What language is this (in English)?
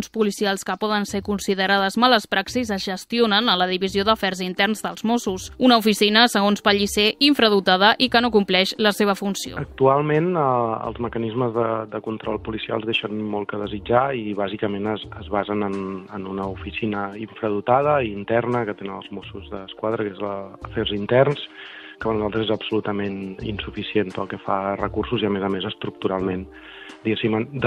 Catalan